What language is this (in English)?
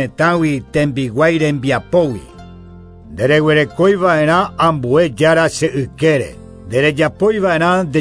Guarani